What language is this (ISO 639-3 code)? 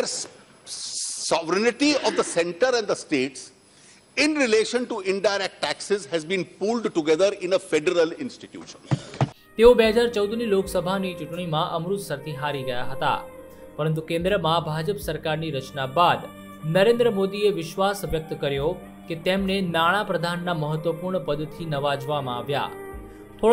guj